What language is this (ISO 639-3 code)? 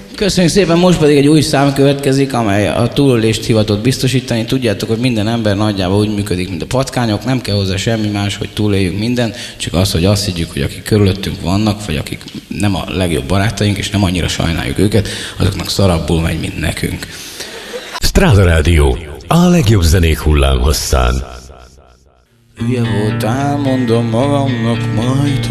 hun